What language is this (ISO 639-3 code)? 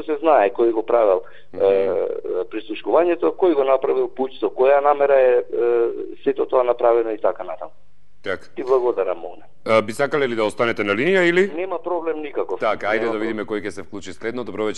mkd